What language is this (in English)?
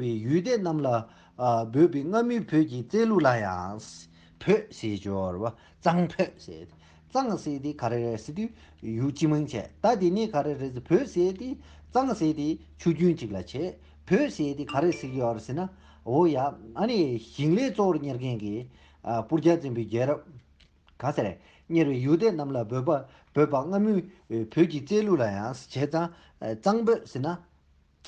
Tibetan